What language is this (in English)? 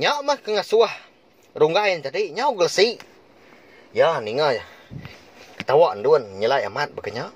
Iban